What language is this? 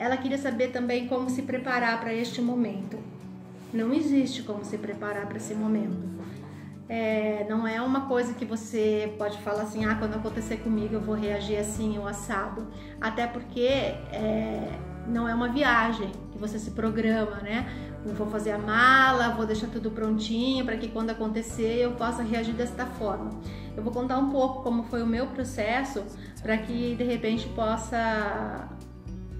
Portuguese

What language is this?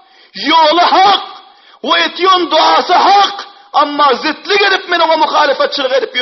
Turkmen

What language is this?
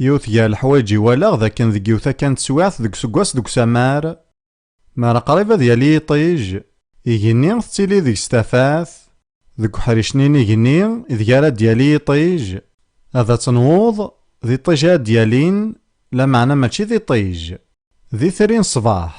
Kabyle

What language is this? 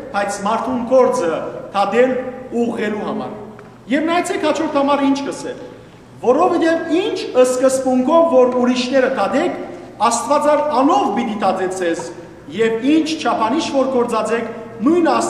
Western Armenian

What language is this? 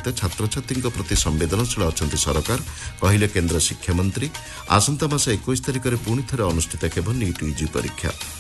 Odia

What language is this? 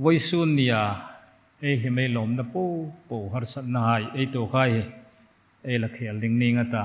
Hmar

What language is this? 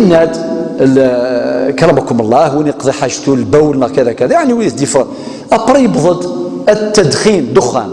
Kabyle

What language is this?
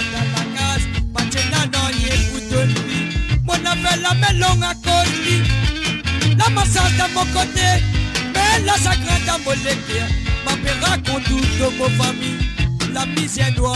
Morisyen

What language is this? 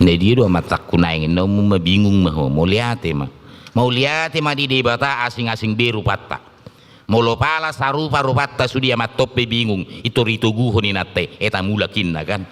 Batak Toba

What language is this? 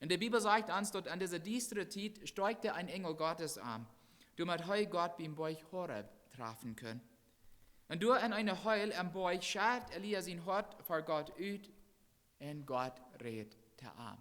Plautdietsch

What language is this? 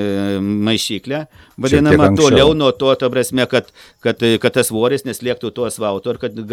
Lithuanian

